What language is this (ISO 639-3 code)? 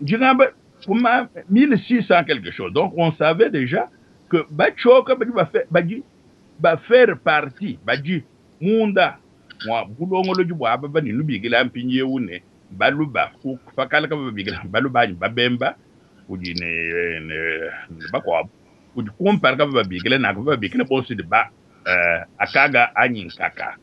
lua